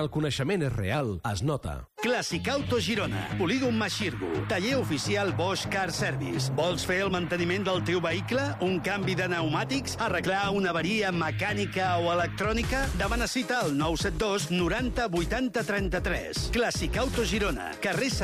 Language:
Catalan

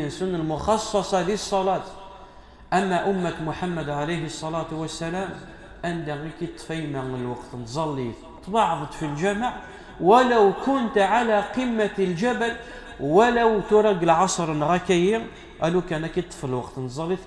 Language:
Kabyle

